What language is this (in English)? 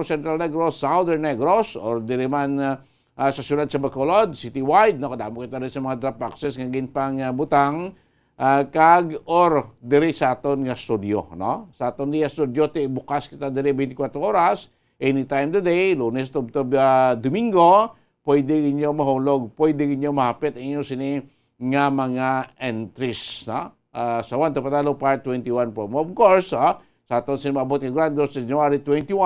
Hiligaynon